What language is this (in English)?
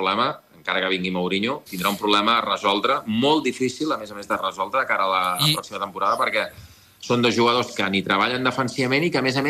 Catalan